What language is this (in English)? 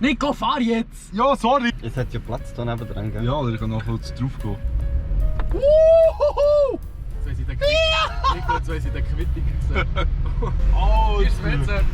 Swiss German